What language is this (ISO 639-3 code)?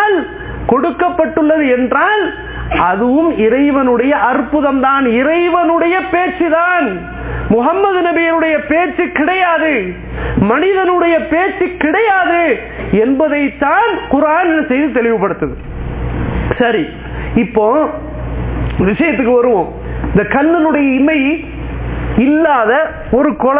tam